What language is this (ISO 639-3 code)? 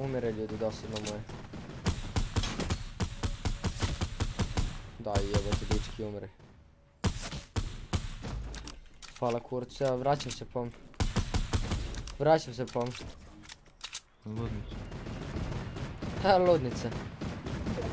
hrv